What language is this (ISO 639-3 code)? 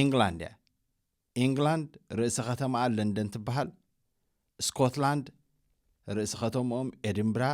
tir